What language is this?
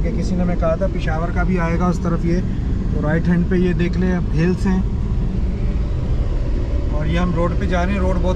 Hindi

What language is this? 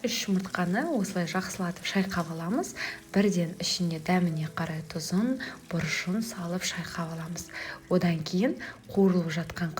Kazakh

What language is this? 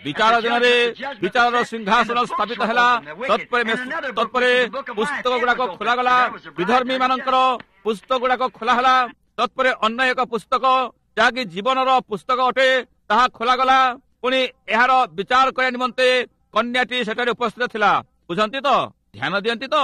Odia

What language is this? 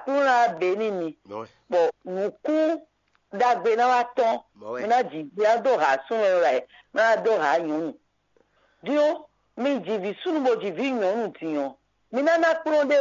Fon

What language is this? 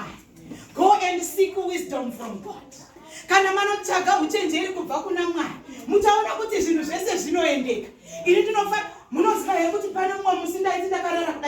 Shona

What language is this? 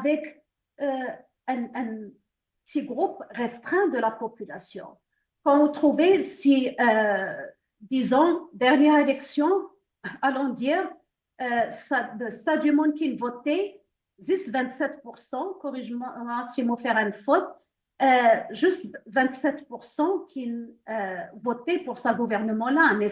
Morisyen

